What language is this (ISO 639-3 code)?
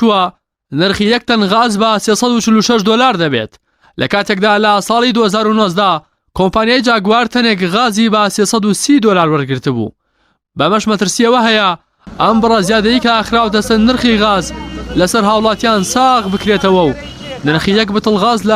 ckb